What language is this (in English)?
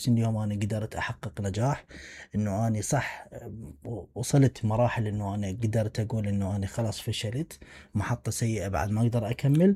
Mesopotamian Arabic